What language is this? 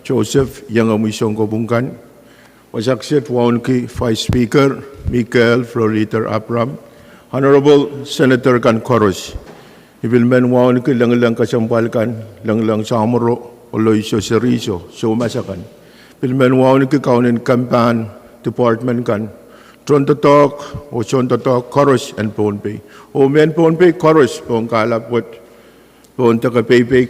Pohnpeian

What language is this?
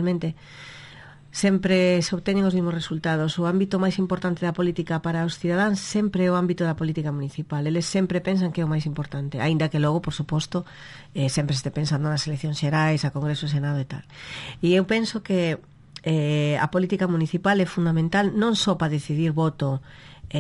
Galician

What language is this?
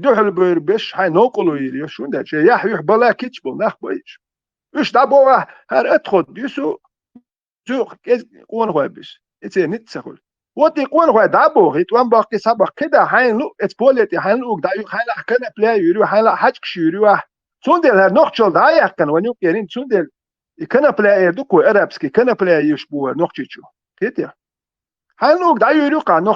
Chechen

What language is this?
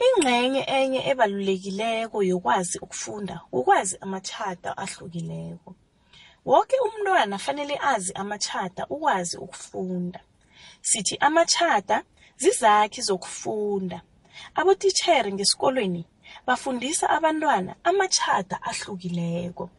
South Ndebele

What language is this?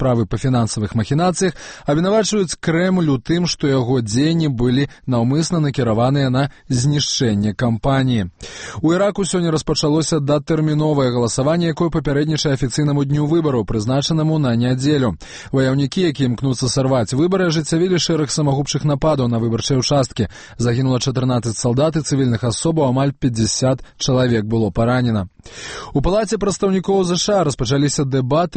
Belarusian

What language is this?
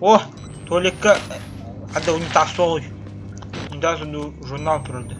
Yakut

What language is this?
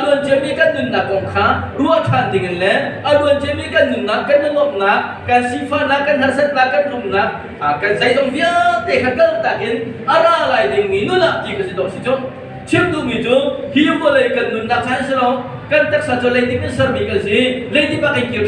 Hakha Chin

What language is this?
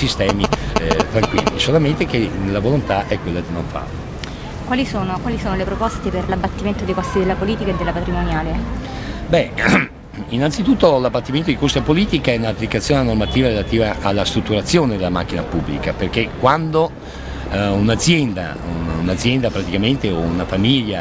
Italian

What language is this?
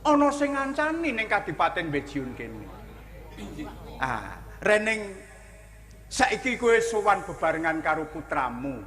Javanese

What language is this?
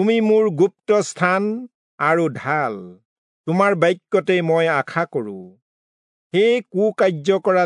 Assamese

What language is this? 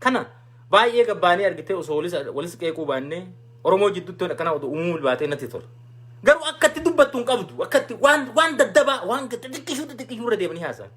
Oromo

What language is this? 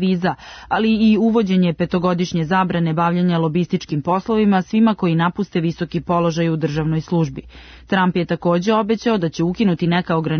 Serbian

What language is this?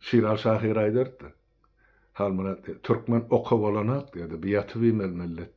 Turkmen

